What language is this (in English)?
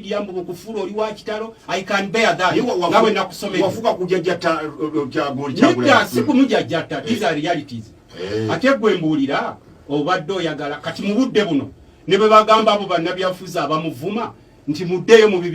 Ganda